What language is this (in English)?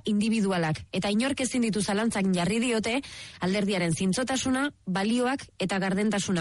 Basque